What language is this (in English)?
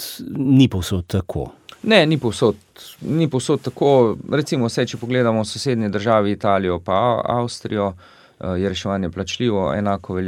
Slovenian